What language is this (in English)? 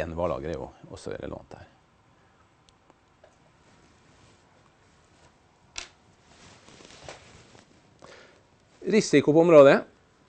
Norwegian